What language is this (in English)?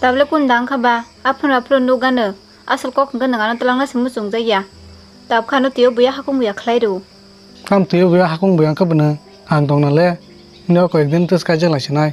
Kok Borok